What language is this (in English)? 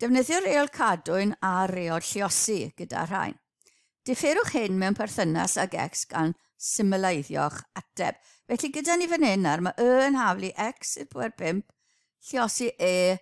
Welsh